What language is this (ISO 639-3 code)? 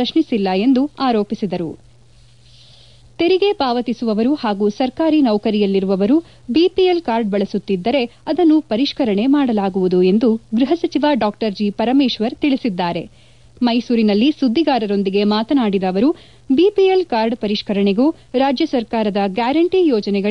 kan